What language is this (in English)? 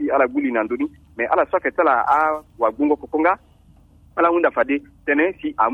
Sango